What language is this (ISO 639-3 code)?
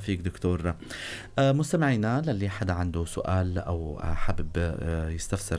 apc